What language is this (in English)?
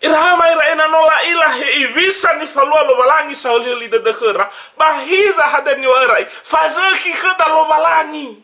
Nias